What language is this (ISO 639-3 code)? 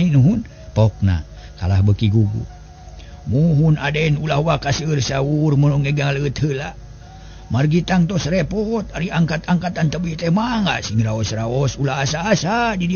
sun